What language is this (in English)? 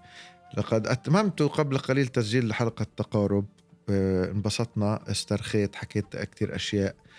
North Levantine Arabic